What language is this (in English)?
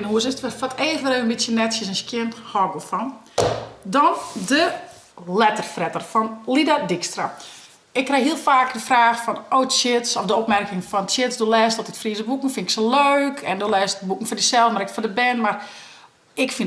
Western Frisian